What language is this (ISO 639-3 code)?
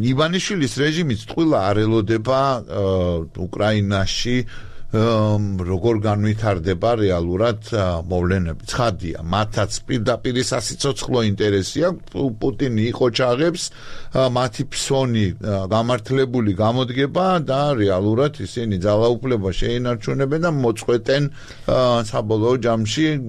kat